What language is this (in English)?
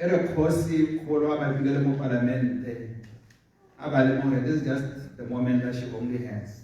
Tswana